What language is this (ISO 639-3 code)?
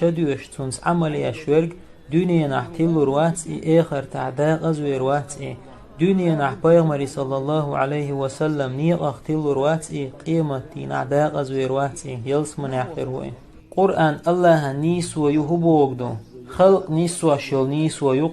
che